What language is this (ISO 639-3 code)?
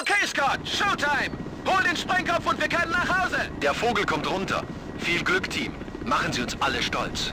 bar